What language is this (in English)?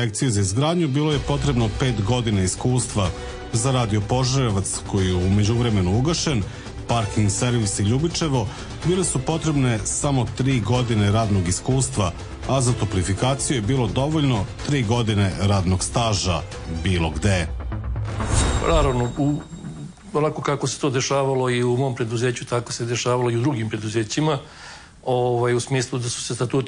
Serbian